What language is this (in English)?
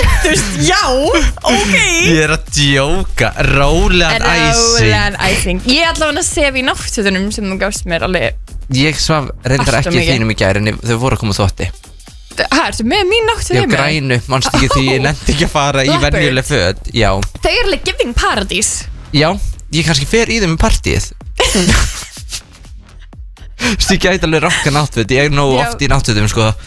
Icelandic